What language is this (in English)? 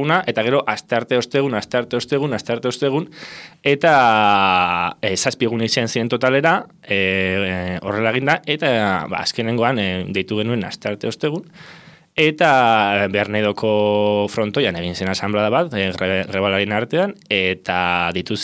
Basque